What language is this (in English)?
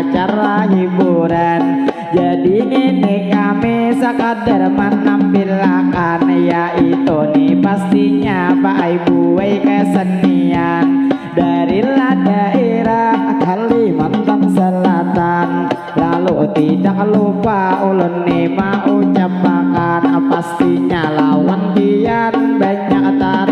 Banjar